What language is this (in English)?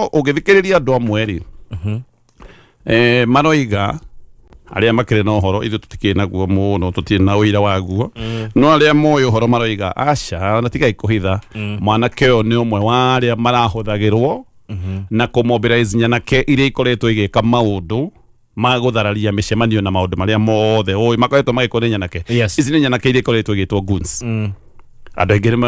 Kikuyu